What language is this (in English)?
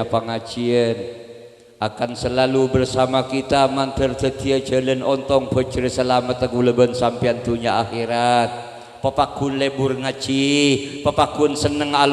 Madurese